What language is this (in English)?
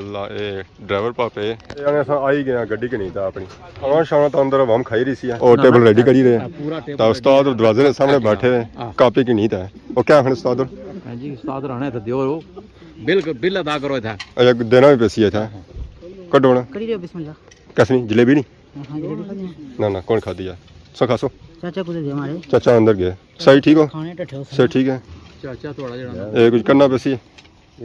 Pahari-Potwari